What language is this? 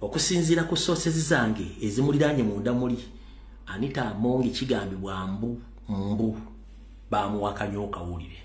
Ganda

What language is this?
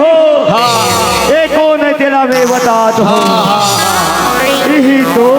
Chhattisgarhi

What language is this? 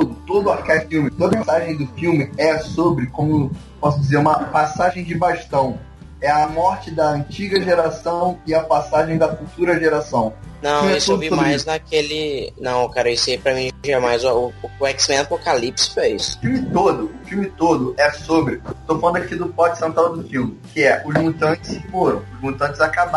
Portuguese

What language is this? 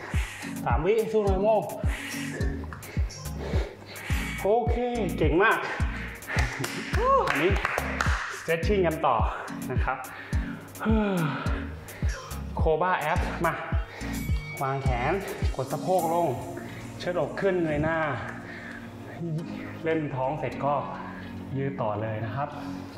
Thai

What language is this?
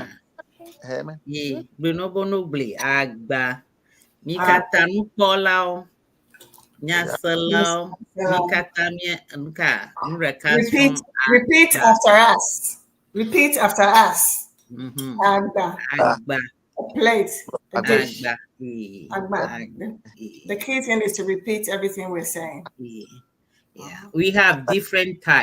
Ewe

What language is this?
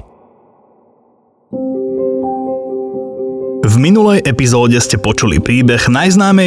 Slovak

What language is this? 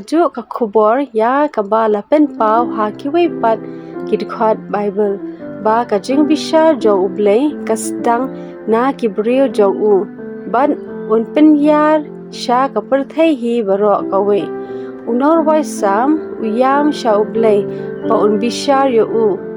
Khasi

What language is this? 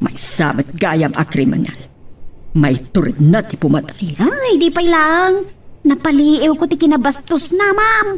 Iloko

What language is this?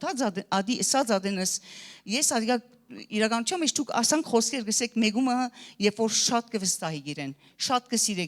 Western Armenian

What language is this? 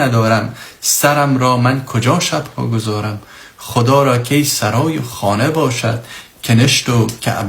Persian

